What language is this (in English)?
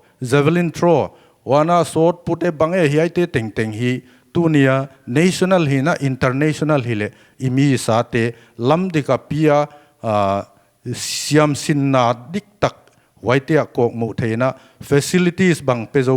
Paite Chin